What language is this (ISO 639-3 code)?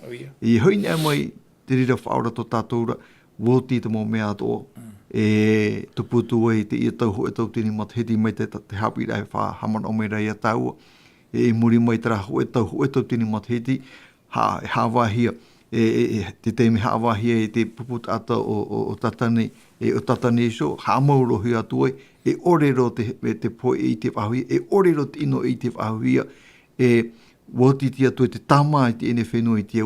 tah